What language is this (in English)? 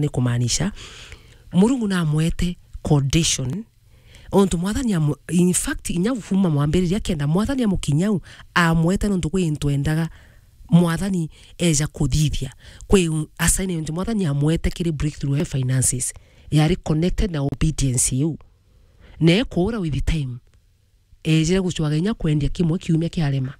Meru